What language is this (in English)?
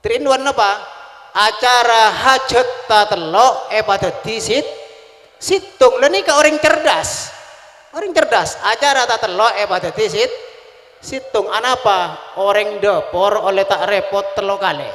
Madurese